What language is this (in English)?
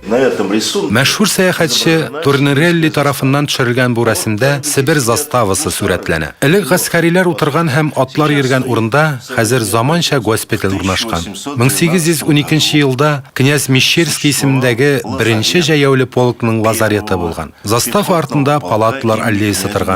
Tatar